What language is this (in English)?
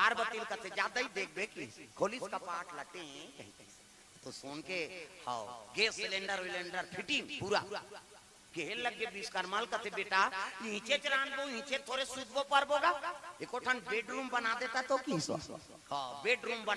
Chhattisgarhi